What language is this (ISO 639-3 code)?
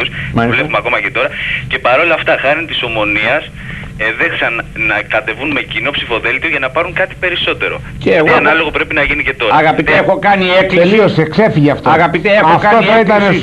ell